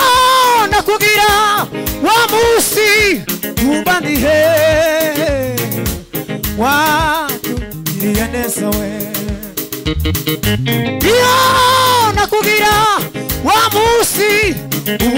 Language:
Kinyarwanda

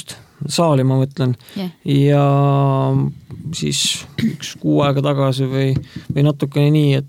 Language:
Estonian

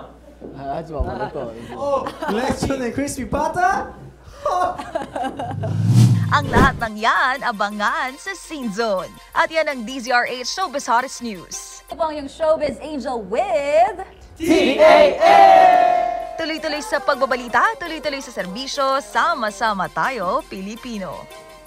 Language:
Filipino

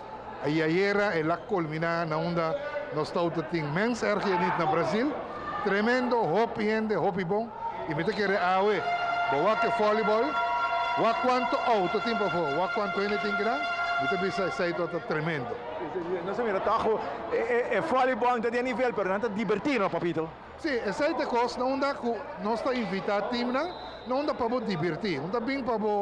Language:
Papiamento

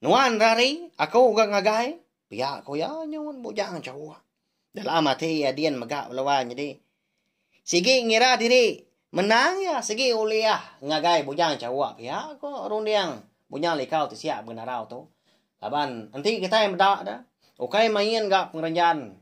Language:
Iban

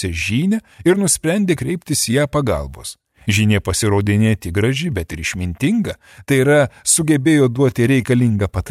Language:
Lithuanian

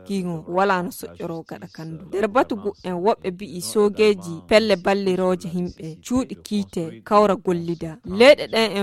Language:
Fula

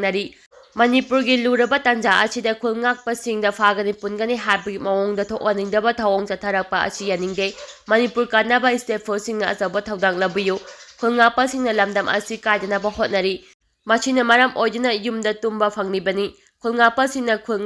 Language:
Manipuri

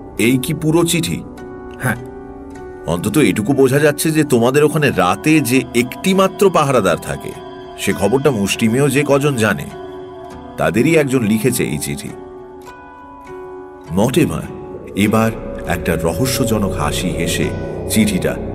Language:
Bangla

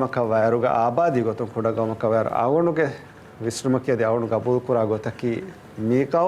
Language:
Divehi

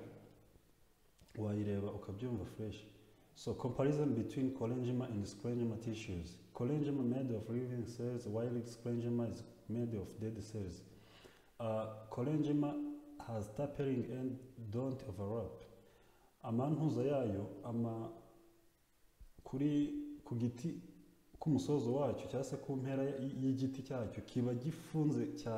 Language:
Kinyarwanda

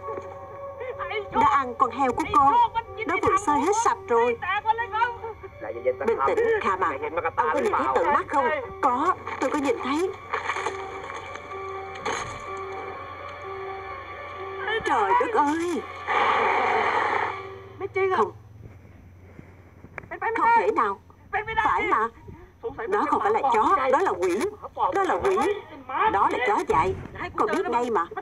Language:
Vietnamese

